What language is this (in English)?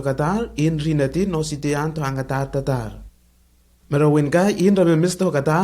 Lenakel